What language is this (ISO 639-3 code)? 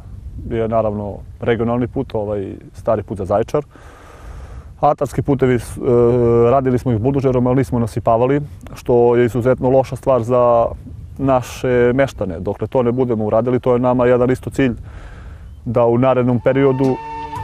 srp